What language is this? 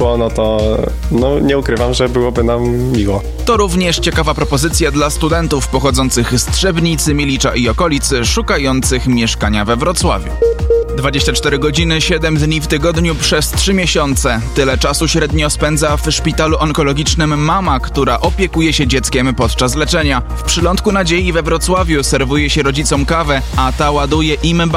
Polish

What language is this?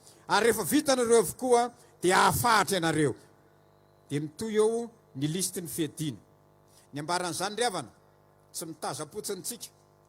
Malagasy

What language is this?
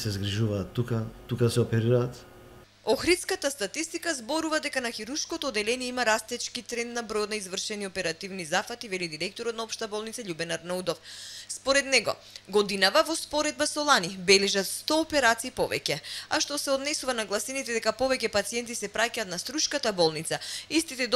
Macedonian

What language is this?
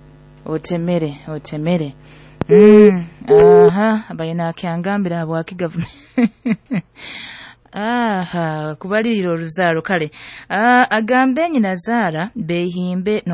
Nyoro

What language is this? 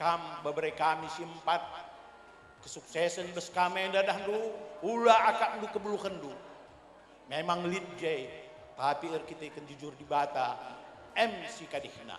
Batak Karo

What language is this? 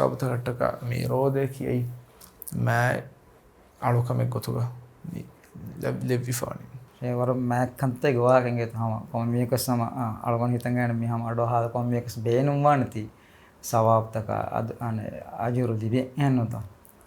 Divehi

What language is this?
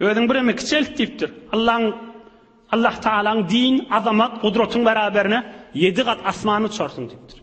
Turkmen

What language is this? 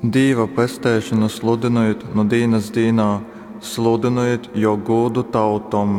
Latgalian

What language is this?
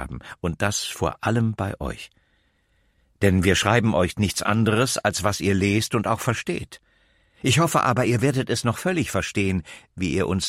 German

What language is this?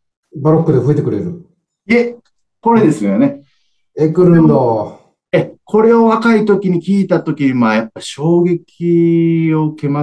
Japanese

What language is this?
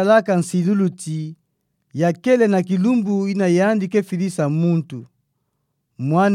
Kituba (Democratic Republic of Congo)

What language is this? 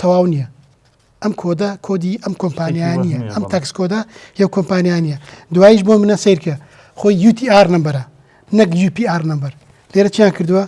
Central Kurdish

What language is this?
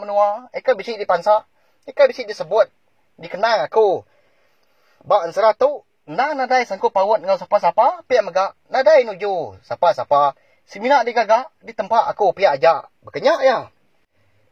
Iban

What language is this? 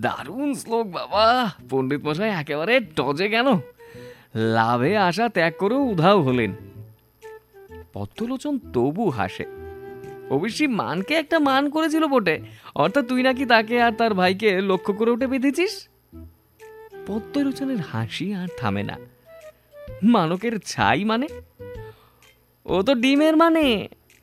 Bangla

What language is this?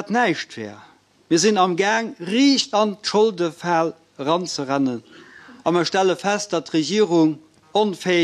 Luxembourgish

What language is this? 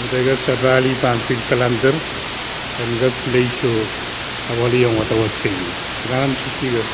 Pohnpeian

